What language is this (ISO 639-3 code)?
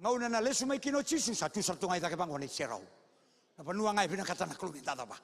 fij